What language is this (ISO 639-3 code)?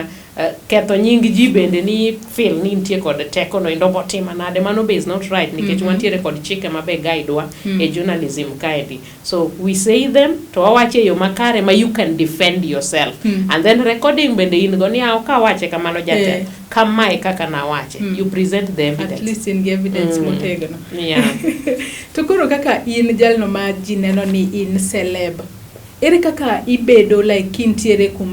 luo